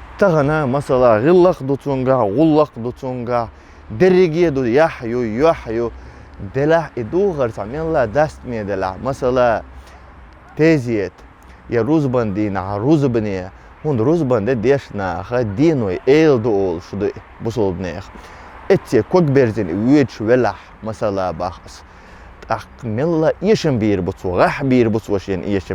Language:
Chechen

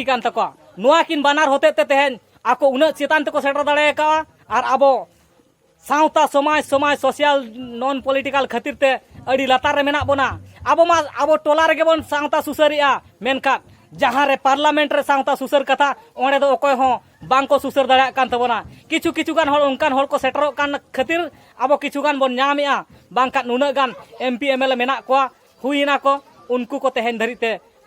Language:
Santali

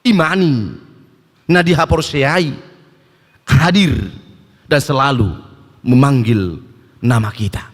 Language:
Batak Toba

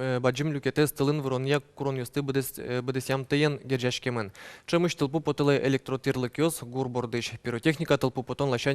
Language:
Udmurt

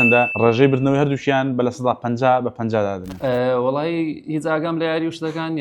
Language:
Central Kurdish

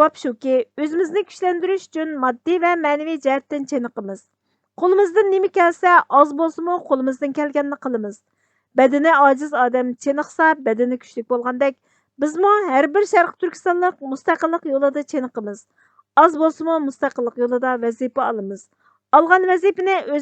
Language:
Uyghur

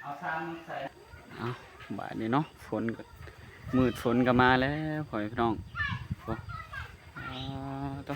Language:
Northeastern Thai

